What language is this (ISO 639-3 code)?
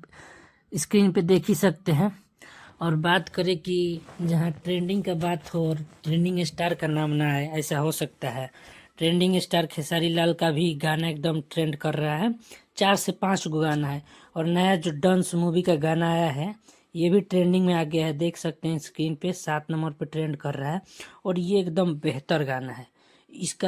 bho